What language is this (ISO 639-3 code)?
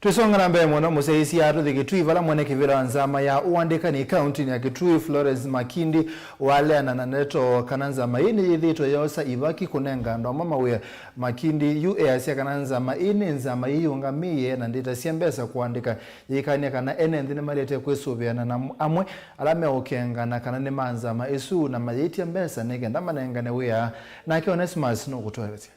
kam